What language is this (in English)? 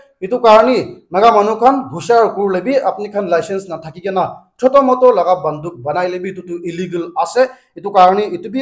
Naga Pidgin